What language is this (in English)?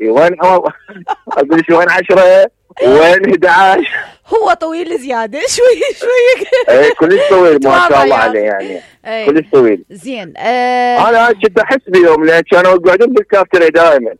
Mesopotamian Arabic